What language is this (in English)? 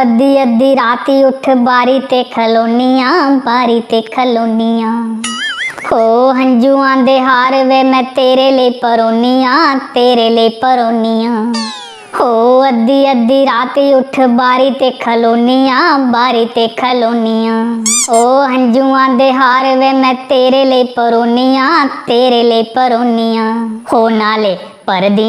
Dogri